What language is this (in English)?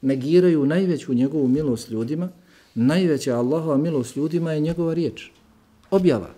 Bosnian